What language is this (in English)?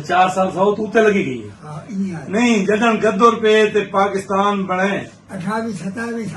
Saraiki